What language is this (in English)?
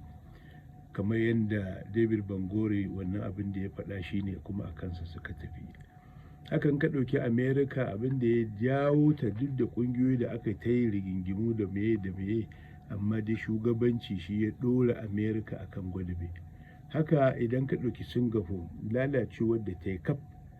Hausa